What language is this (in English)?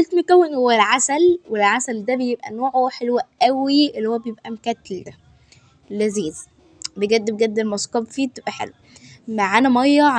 Egyptian Arabic